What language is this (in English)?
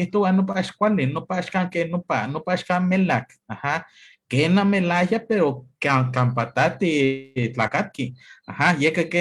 Eastern Huasteca Nahuatl